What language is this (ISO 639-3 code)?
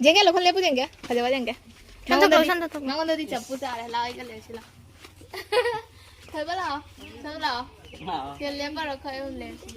mni